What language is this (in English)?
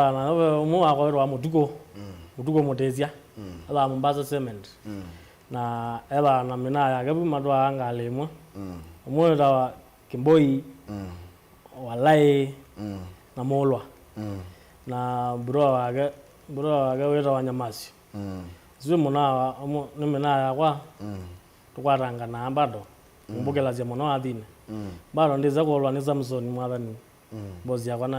Kamba